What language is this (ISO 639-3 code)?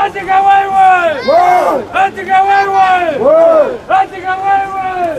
kbd